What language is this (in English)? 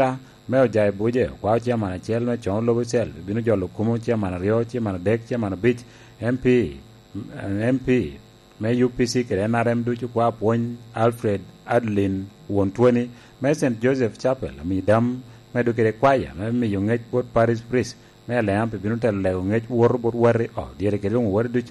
Lango (Uganda)